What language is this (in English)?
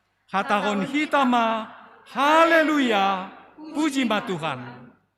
Batak Simalungun